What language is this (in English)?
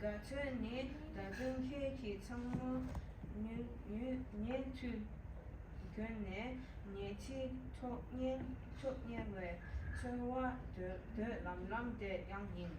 Tibetan